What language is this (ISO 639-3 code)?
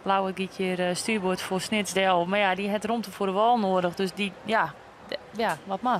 fry